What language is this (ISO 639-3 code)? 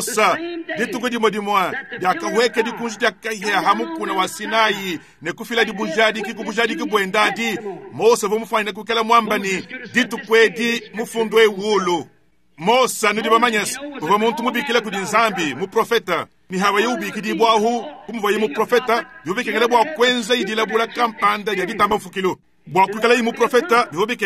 lua